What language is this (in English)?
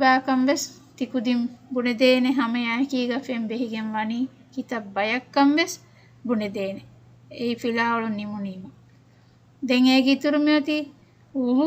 Divehi